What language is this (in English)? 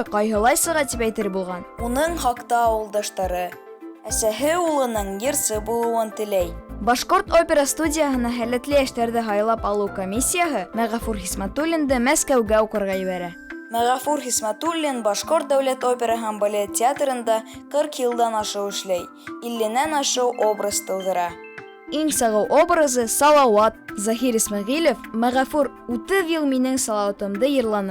Bashkir